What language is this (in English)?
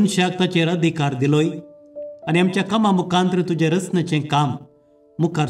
Konkani